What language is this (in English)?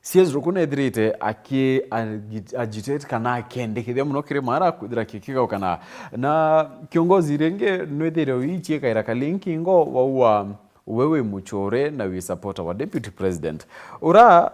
Meru